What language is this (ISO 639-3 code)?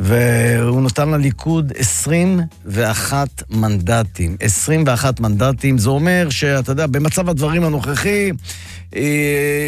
heb